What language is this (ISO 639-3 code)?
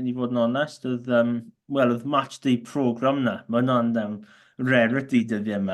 cym